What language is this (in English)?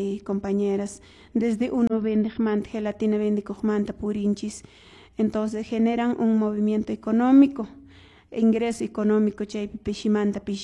Quechua